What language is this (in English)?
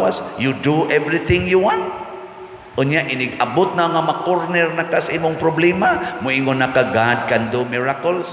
Cebuano